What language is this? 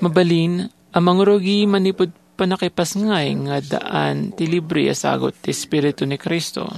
Iloko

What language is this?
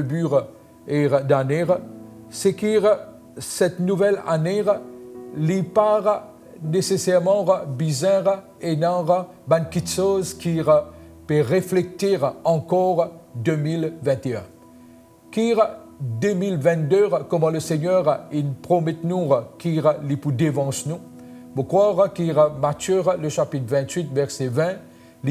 Morisyen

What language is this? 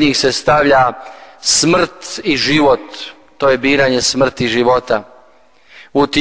Croatian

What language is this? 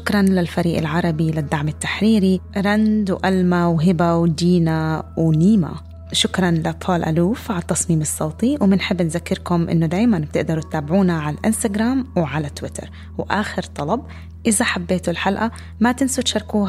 North Levantine Arabic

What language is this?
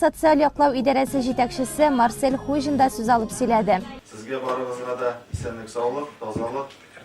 Tatar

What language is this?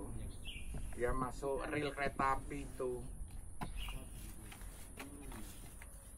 Indonesian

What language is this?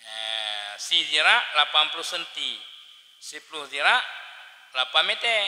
Achinese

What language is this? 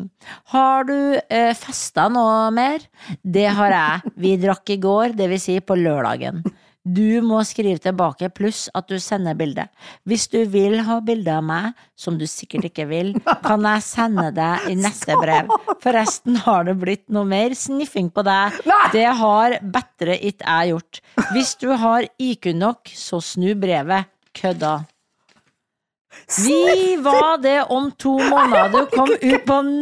Norwegian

